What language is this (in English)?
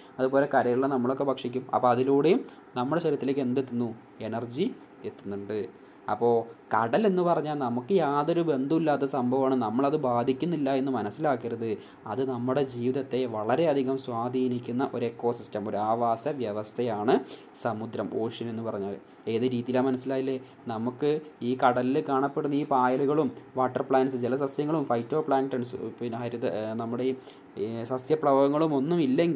Malayalam